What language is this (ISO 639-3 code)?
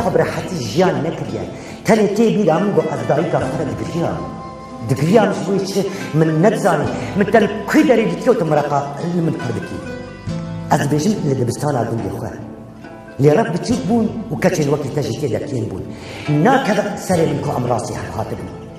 kur